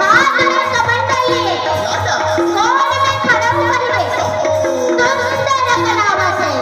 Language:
Chhattisgarhi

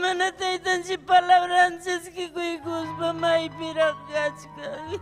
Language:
Ayacucho Quechua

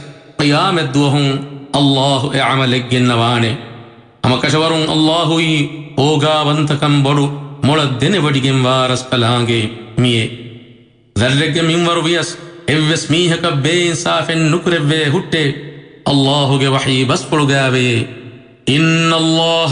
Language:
Divehi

